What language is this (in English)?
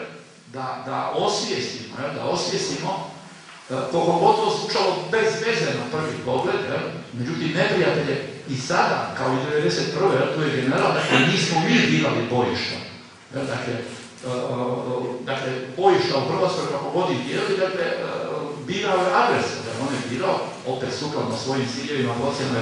Croatian